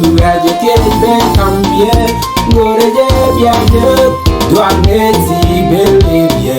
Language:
Nuer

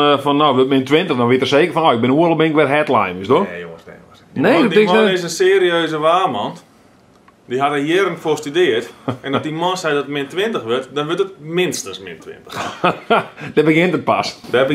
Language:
Western Frisian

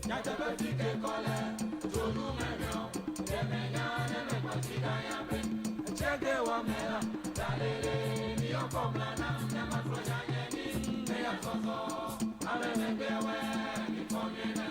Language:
Ewe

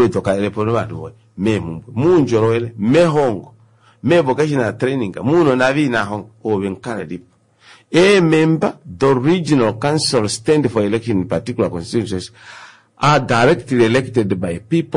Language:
Kuanyama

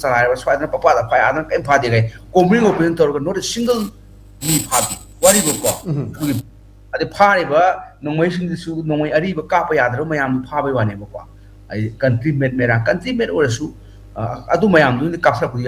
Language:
Manipuri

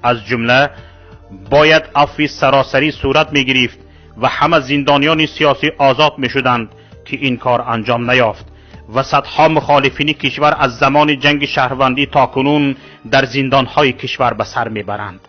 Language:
Tajik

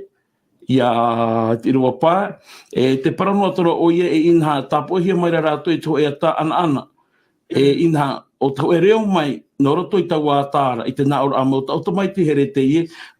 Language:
Tahitian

